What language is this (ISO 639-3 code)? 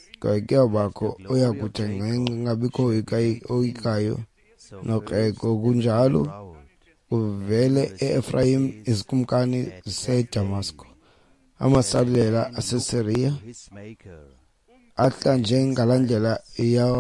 xho